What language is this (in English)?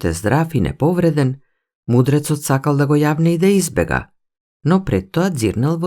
Macedonian